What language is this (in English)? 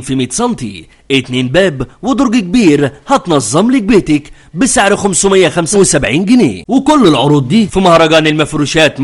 Egyptian Arabic